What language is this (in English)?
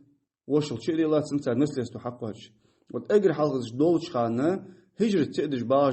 Ingush